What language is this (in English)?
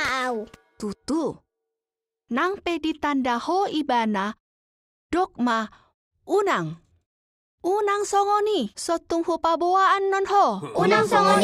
Batak Toba